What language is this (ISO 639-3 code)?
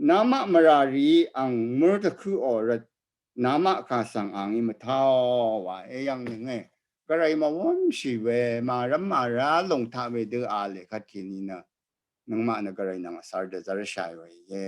raw